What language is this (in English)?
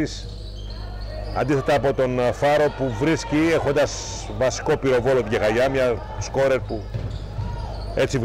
Greek